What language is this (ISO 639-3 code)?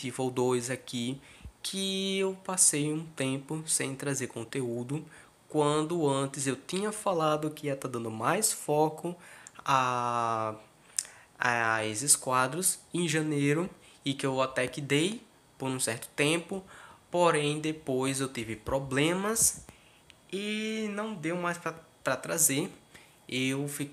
por